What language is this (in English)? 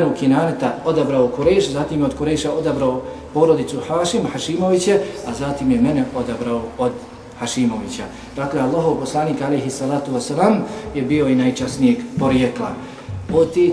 Bosnian